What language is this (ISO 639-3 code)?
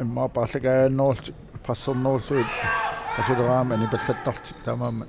kal